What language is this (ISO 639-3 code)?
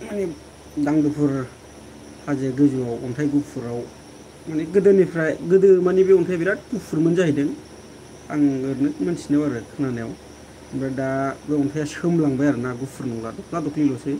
brx